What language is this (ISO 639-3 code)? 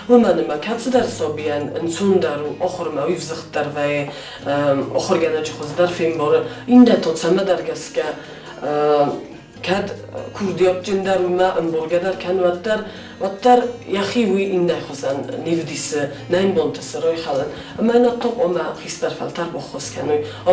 oss